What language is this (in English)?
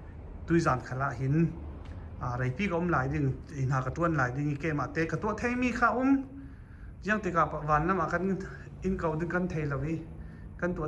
Falam Chin